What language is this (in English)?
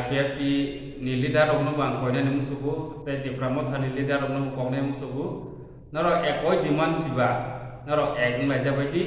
Kok Borok